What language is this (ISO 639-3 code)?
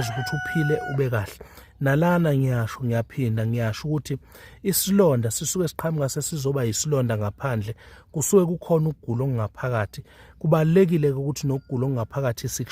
zul